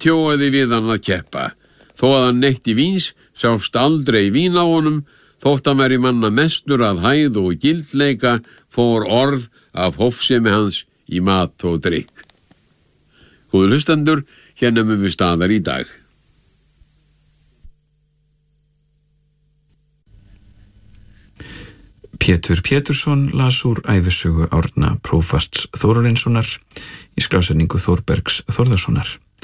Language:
Icelandic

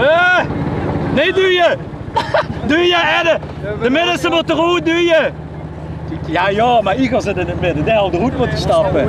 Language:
Limburgish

